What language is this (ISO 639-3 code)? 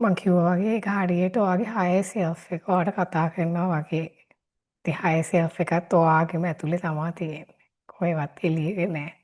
sin